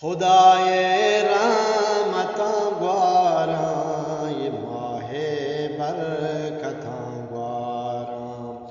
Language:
Eastern Balochi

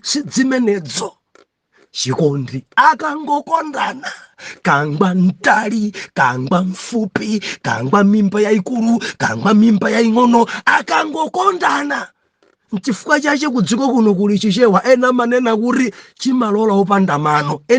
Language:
Nyanja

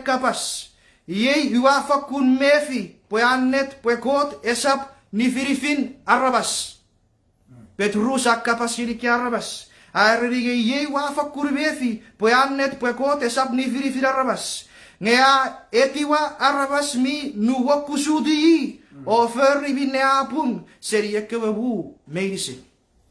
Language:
Chuukese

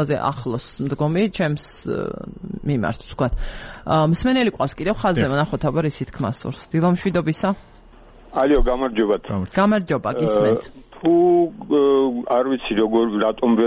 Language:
Georgian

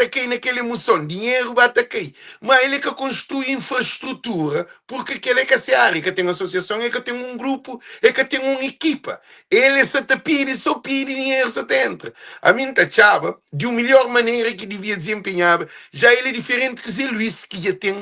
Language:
Kabuverdianu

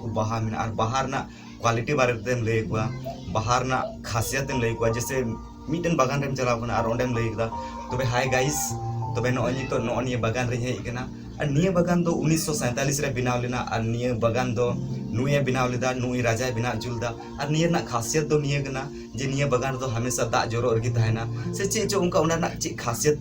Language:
Santali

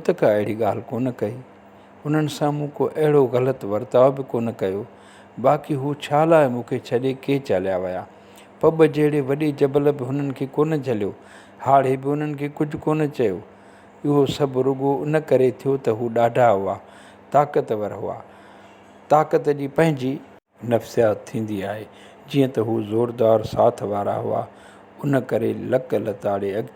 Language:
Sindhi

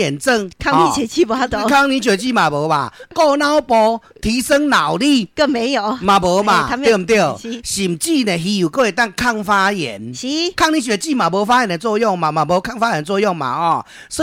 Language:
Min Nan Chinese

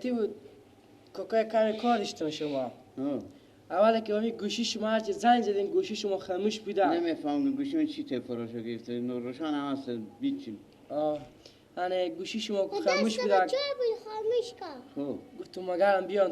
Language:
Persian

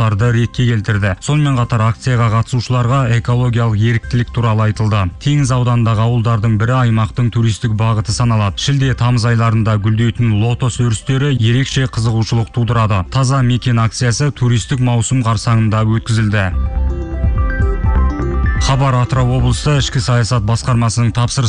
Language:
Kazakh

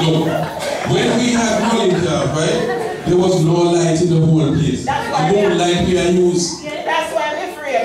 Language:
Jamaican Creole English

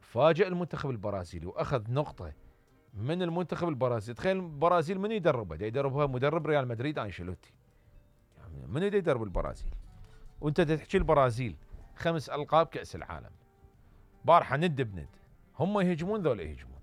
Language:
Mesopotamian Arabic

